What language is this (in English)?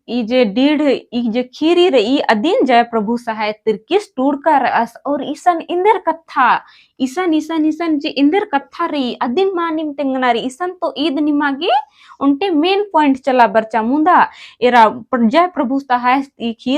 Kurukh